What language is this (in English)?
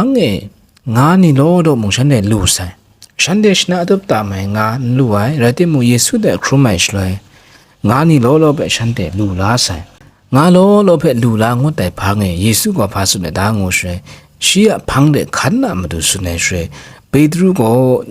Kachin